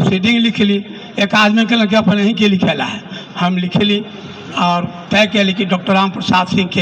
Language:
Magahi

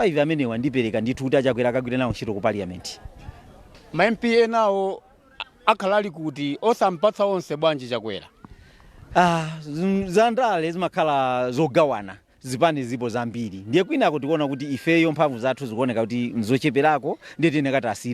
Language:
Nyanja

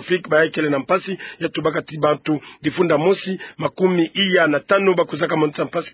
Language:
Kituba (Democratic Republic of Congo)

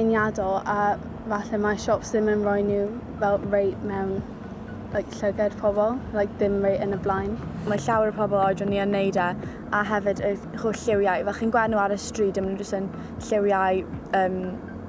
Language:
Welsh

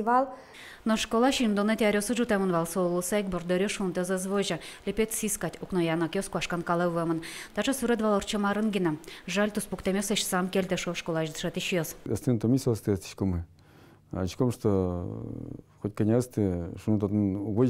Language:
Udmurt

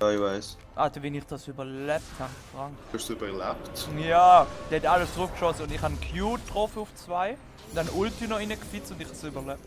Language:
Swiss German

